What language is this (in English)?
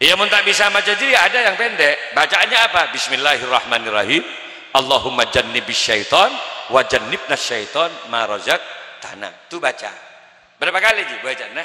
Madurese